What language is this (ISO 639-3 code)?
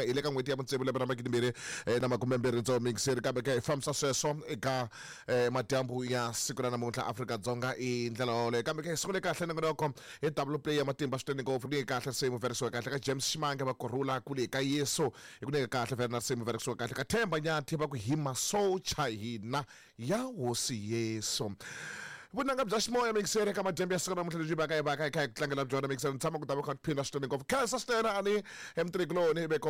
tso